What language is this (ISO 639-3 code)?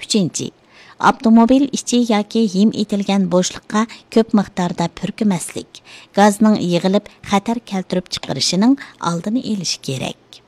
uig